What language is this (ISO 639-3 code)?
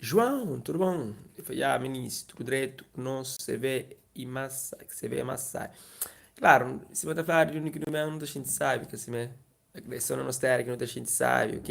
kea